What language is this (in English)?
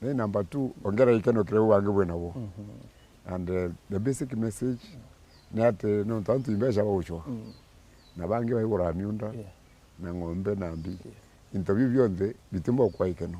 Meru